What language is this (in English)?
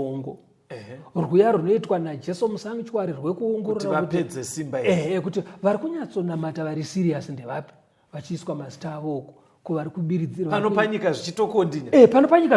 Shona